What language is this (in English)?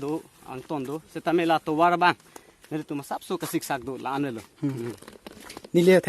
Karbi